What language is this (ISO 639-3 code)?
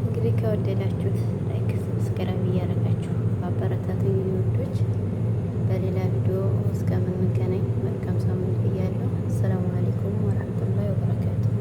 amh